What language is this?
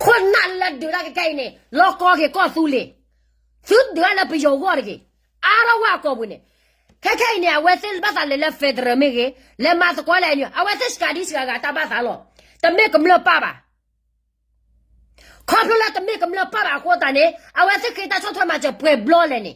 S'gaw Karen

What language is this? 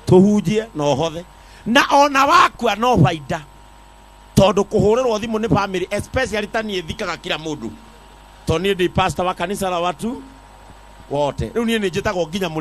Kikuyu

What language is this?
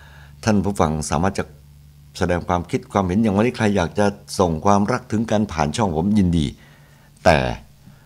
Thai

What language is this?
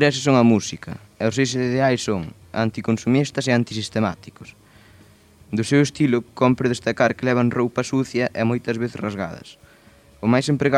Galician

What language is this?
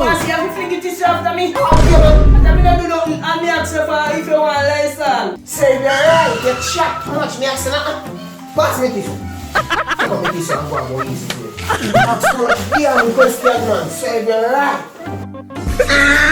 Jamaican Creole English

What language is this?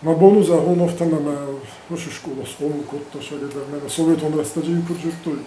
Ossetic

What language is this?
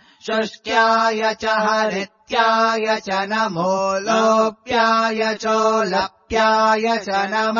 Sanskrit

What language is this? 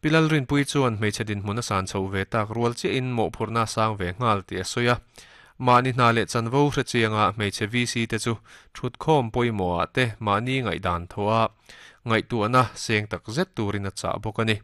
Mizo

